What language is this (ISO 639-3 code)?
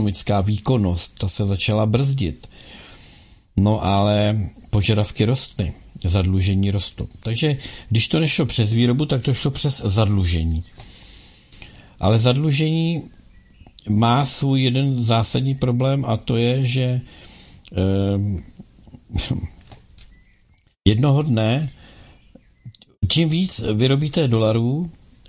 ces